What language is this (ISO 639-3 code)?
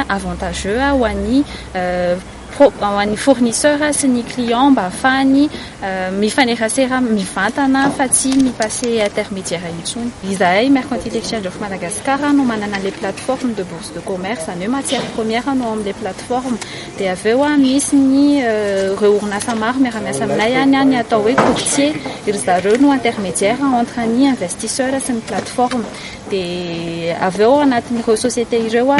mlg